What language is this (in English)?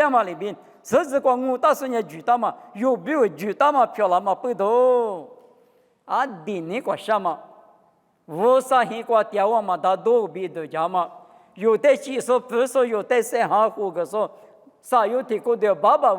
Lisu